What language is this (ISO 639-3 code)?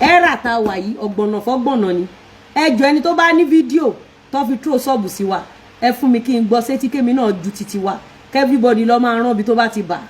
yor